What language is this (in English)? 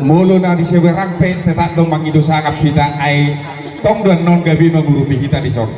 Batak Toba